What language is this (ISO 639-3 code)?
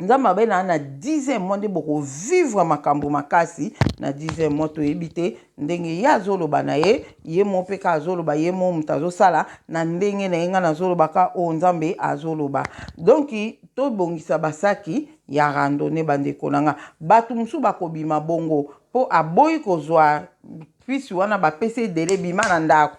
lin